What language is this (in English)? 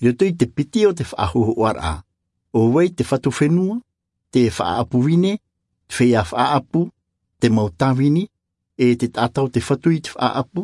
Tahitian